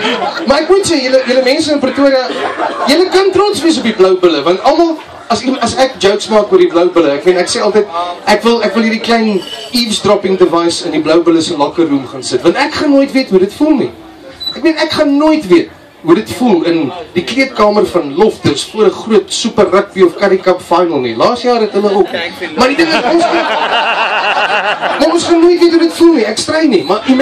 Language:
Afrikaans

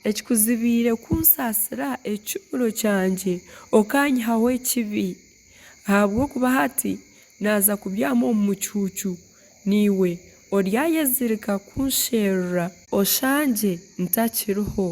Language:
Nyankole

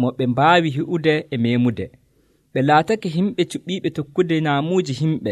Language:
Nigerian Fulfulde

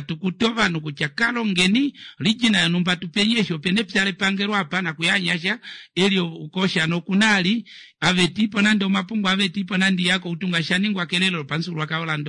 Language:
Kuanyama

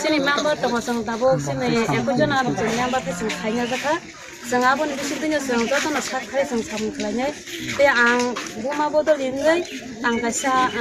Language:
Kok Borok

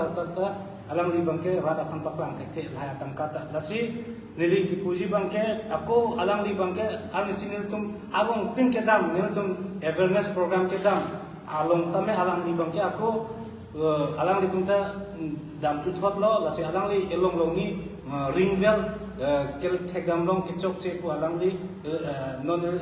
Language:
Karbi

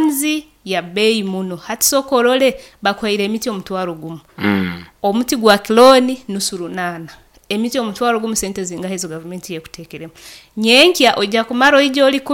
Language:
Nyoro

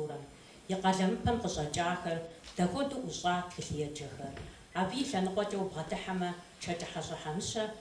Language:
Kabardian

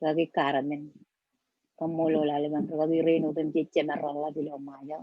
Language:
Marshallese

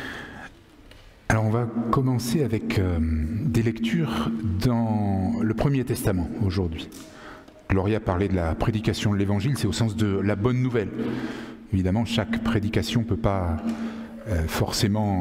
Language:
French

